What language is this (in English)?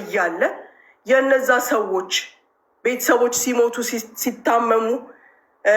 Amharic